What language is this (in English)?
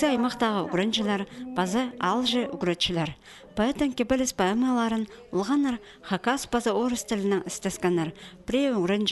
Khakas